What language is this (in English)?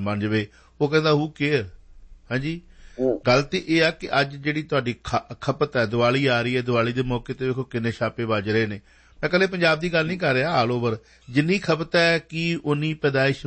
Punjabi